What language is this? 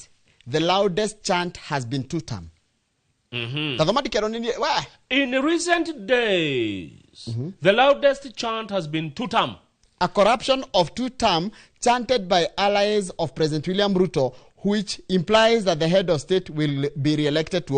Kikuyu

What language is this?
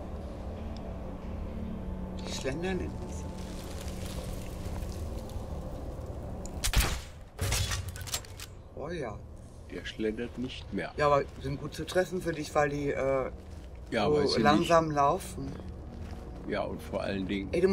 German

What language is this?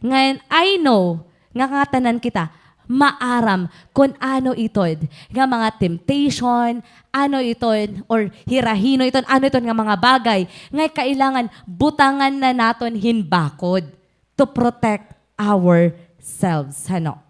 Waray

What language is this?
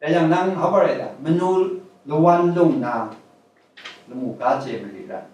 Kachin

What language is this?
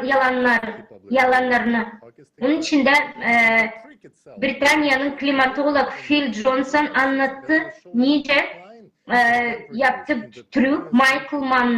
Gagauz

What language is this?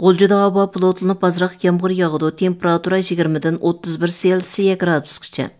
Uyghur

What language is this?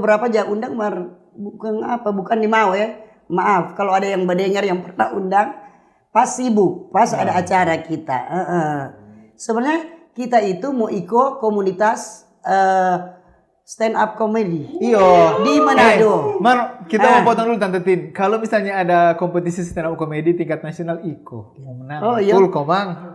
Manado Malay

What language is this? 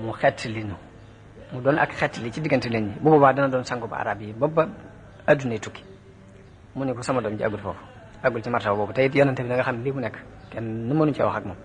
Wolof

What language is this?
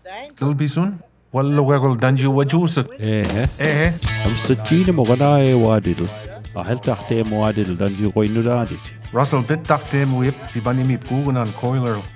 Mi'kmaw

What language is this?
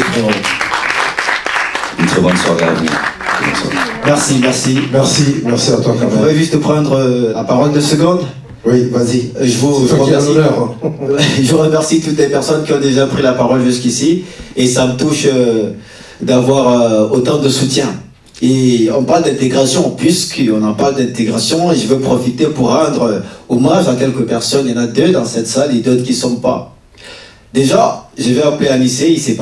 French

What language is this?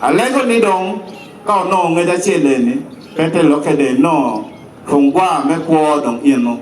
Acoli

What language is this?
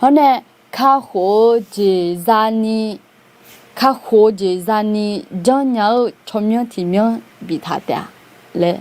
Akha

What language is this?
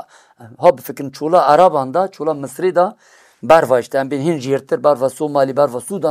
Kurdish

